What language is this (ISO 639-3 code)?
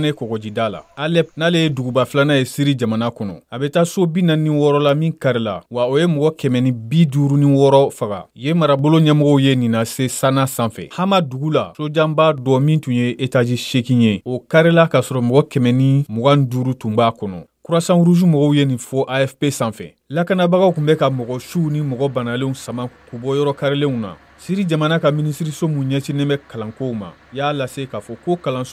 bam